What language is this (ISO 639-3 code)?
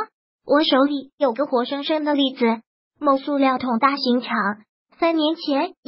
zho